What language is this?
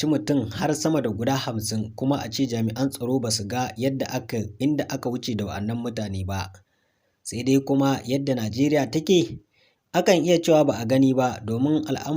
Hausa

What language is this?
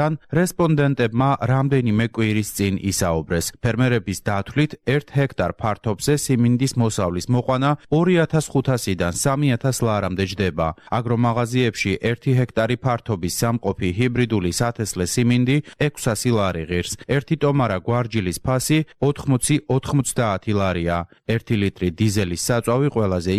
Georgian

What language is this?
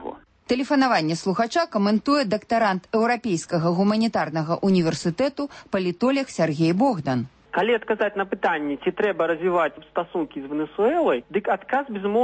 Belarusian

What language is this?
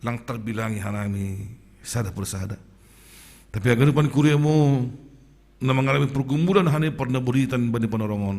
Batak Simalungun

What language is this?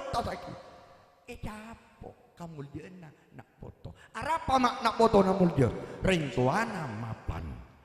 Madurese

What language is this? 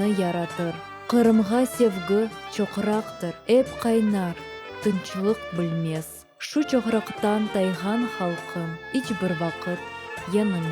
Crimean Tatar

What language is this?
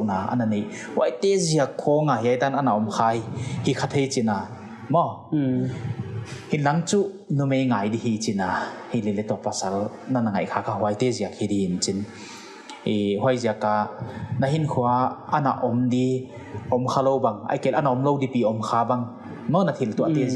Paite Chin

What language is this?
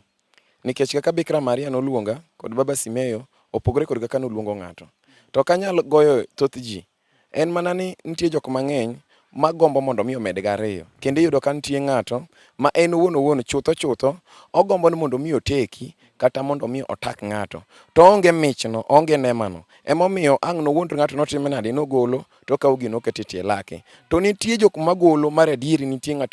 Luo (Kenya and Tanzania)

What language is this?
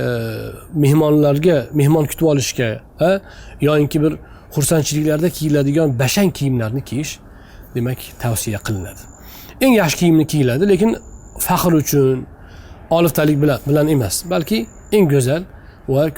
Uzbek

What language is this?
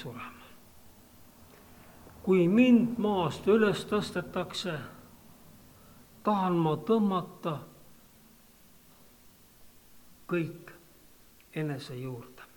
Estonian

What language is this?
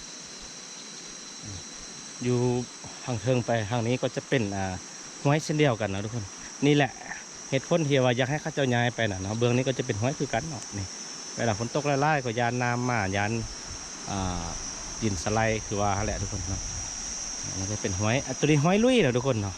Lao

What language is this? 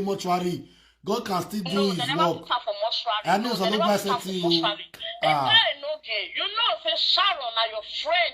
Nigerian Pidgin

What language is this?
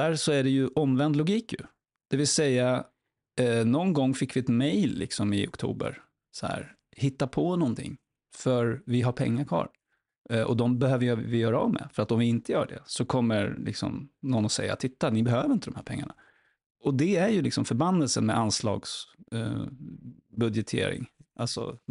Swedish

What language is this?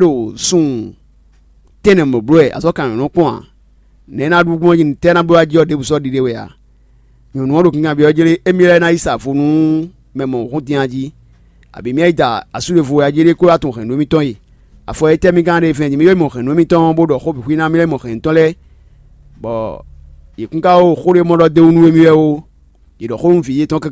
Fon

